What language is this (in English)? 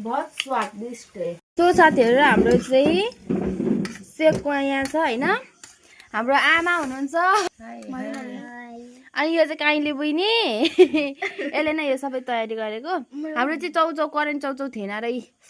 Nepali